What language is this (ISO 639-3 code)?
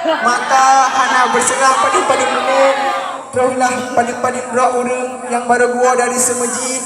ace